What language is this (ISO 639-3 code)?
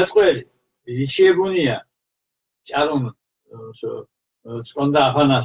xmf